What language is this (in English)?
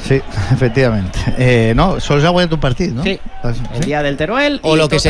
Catalan